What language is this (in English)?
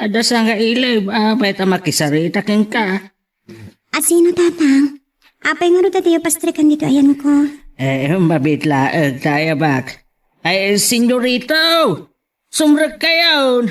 Iloko